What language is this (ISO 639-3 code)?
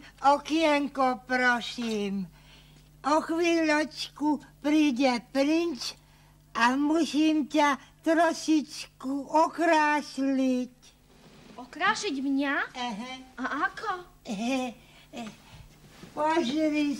slk